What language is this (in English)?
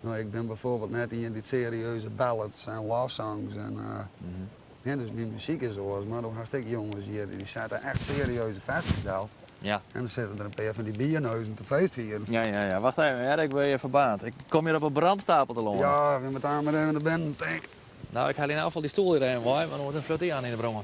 Western Frisian